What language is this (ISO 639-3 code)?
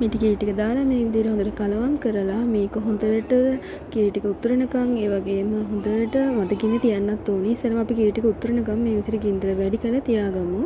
sin